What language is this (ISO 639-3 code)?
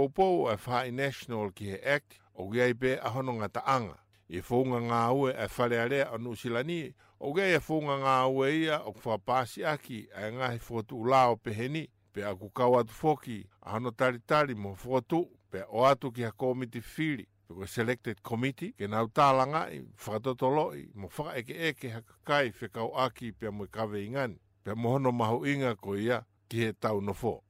ton